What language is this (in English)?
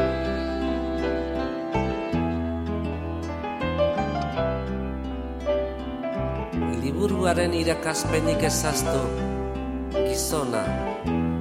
Basque